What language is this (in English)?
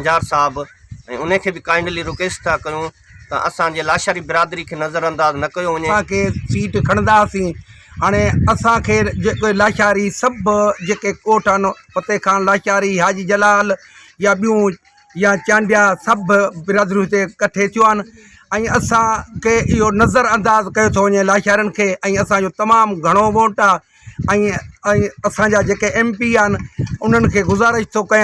Sindhi